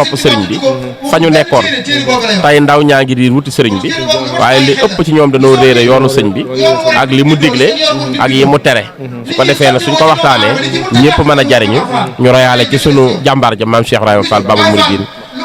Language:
Wolof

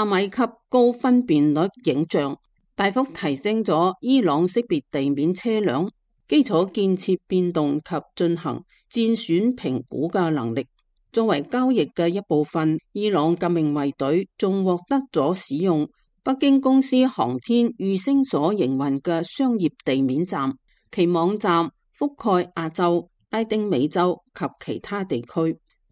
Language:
Cantonese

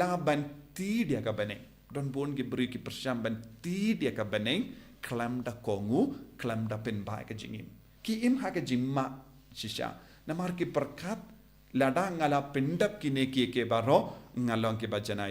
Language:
Khasi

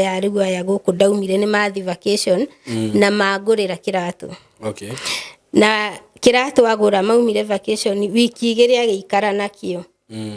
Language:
Kikuyu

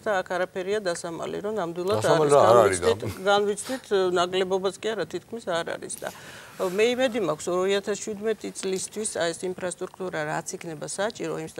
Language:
Georgian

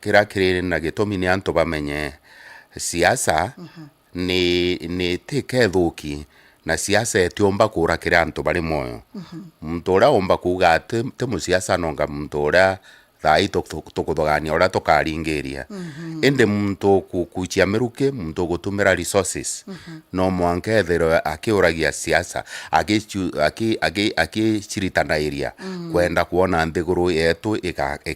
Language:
Meru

